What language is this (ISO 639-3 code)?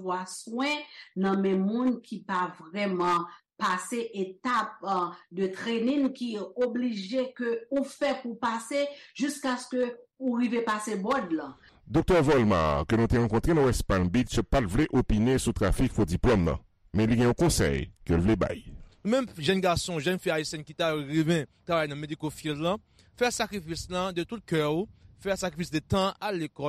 hat